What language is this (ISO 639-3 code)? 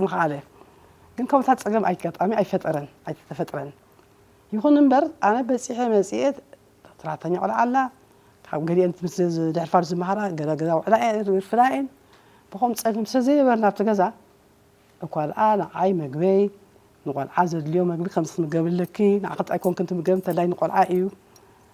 tir